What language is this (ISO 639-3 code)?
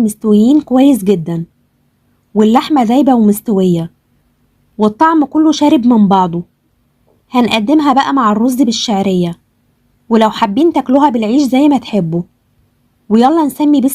arz